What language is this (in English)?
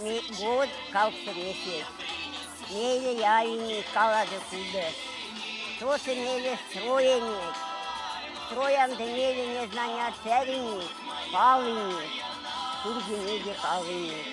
Erzya